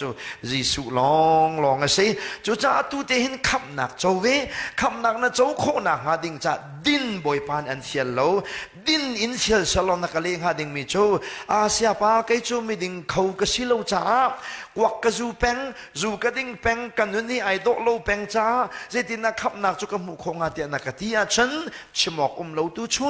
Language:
Hakha Chin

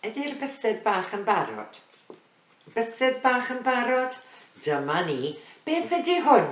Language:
Welsh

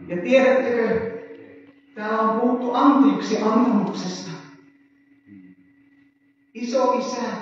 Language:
Finnish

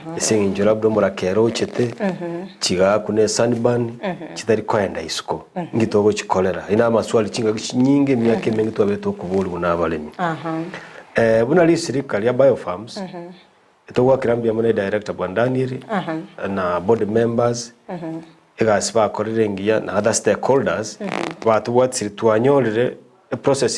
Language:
Gusii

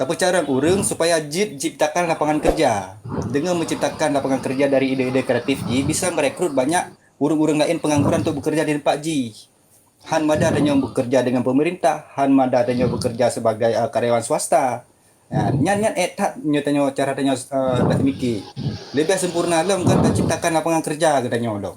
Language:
Achinese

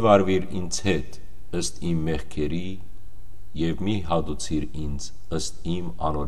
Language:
Western Armenian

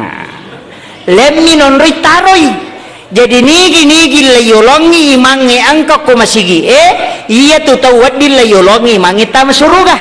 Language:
Buginese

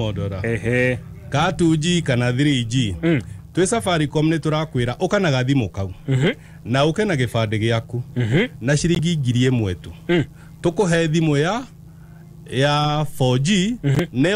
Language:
Kikuyu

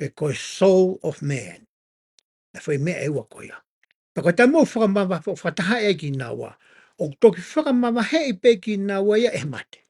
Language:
Tongan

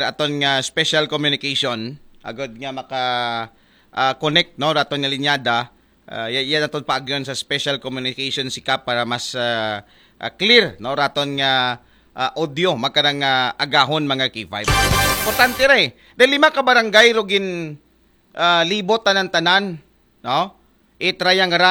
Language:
Aklanon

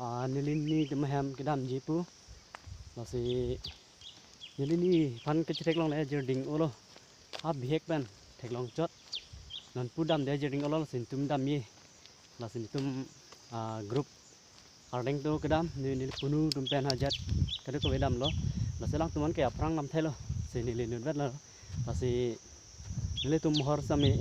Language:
Karbi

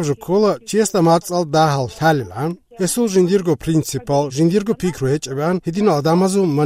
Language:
Avaric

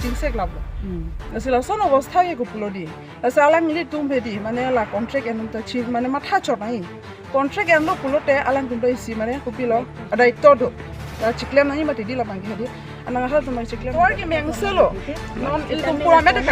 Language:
Karbi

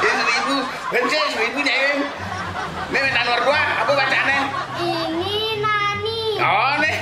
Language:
Balinese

